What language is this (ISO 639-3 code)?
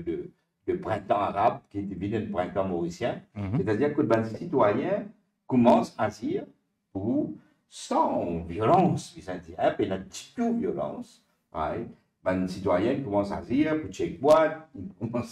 mfe